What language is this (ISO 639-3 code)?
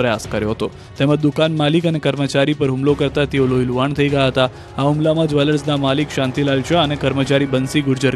guj